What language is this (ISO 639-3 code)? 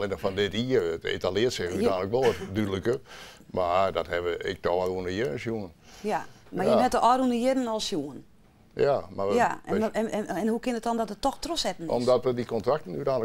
fry